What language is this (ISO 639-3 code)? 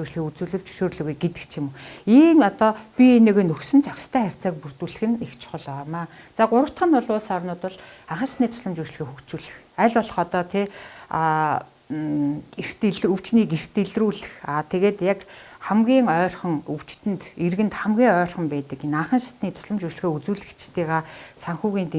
mon